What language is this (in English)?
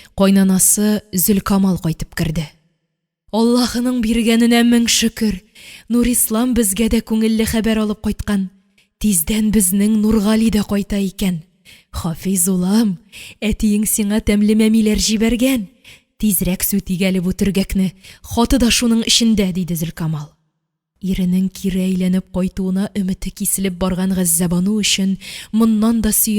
Tatar